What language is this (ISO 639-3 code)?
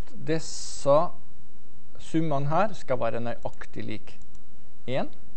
nor